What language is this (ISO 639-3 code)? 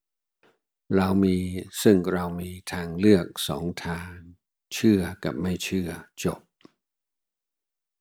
tha